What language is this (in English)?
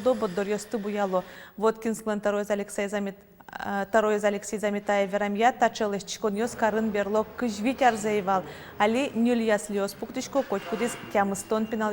Udmurt